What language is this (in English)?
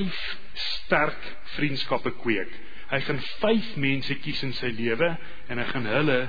Afrikaans